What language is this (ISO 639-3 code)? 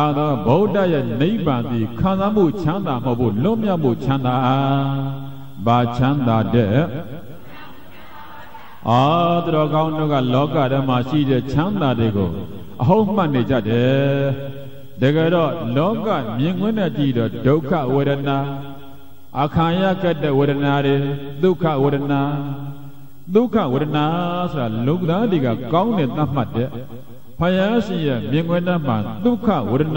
mya